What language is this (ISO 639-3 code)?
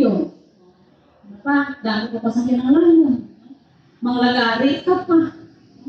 hil